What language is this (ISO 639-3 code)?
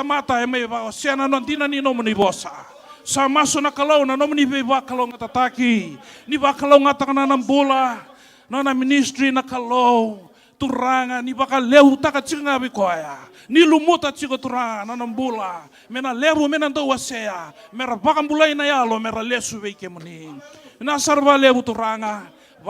fij